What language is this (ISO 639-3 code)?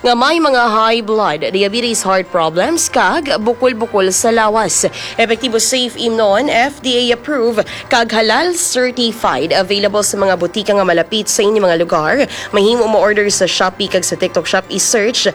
hil